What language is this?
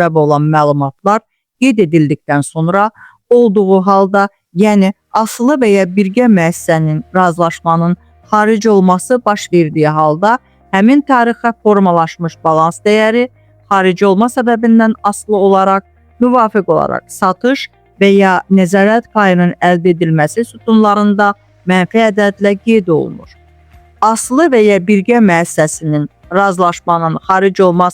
Azerbaijani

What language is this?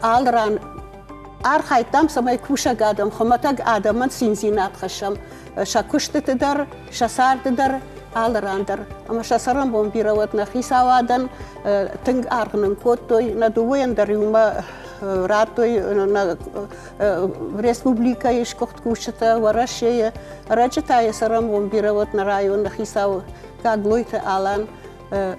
Ossetic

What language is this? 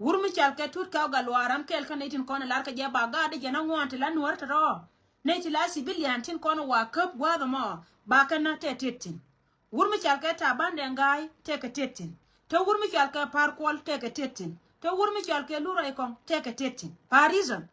Nuer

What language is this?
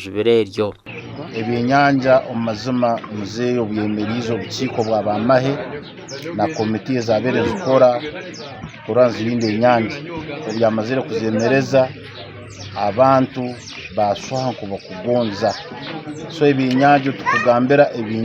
Nyankole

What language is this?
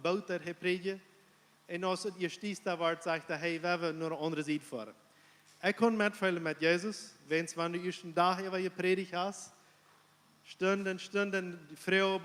Plautdietsch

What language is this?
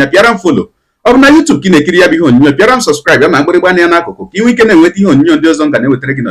Igbo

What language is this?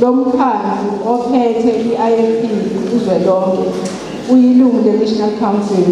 Zulu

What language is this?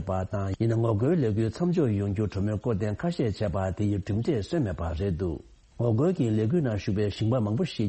Tibetan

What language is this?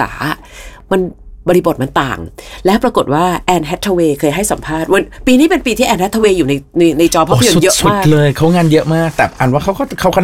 Thai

